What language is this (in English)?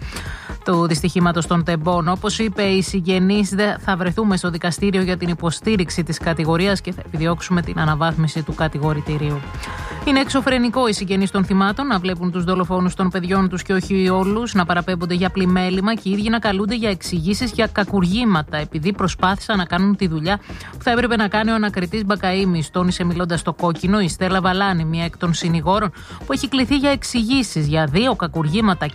Greek